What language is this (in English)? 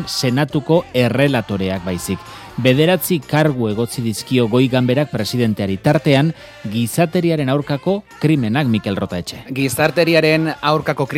Basque